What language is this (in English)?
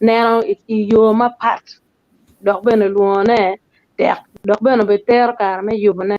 Acoli